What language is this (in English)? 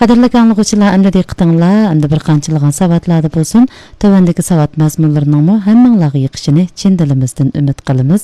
Uyghur